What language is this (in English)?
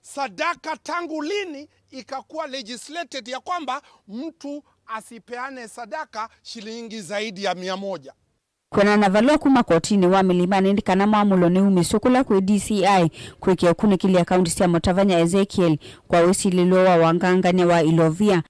Kamba